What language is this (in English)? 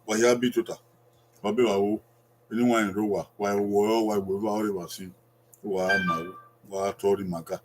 Bini